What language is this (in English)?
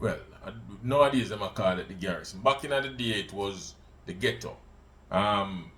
Jamaican Creole English